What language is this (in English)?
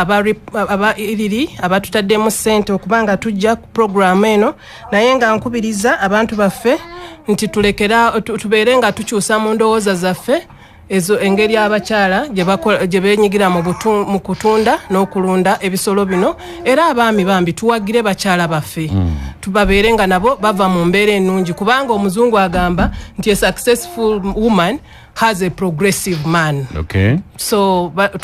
Ganda